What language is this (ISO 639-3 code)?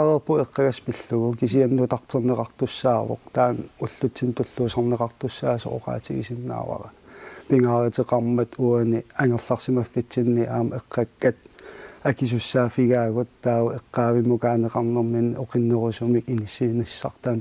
kal